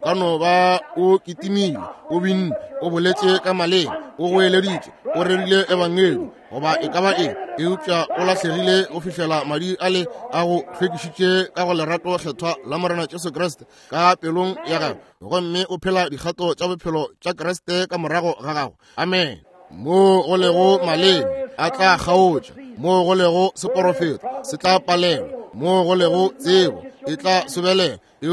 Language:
Northern Sotho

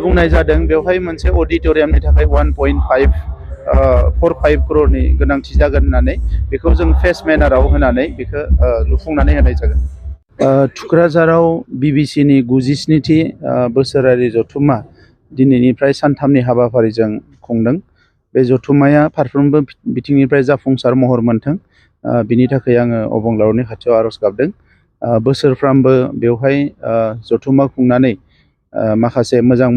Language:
Bodo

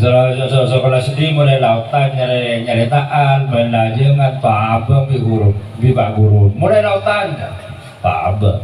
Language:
Madurese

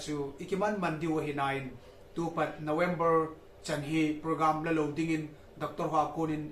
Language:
Thado Chin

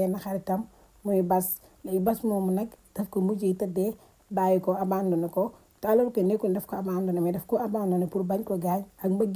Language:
Wolof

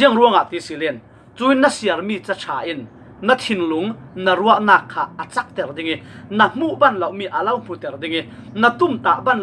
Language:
Falam Chin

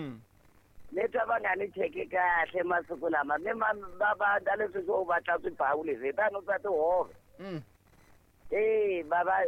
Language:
Tsonga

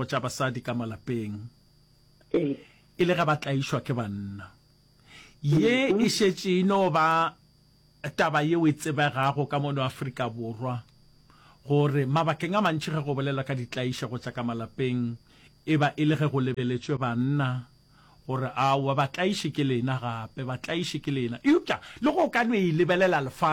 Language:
Northern Sotho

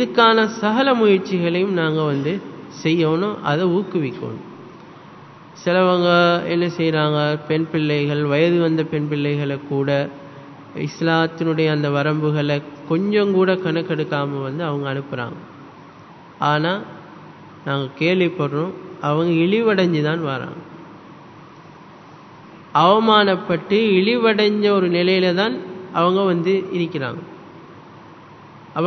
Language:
Tamil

